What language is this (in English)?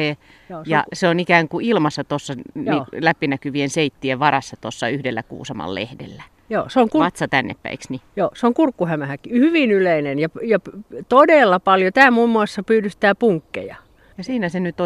Finnish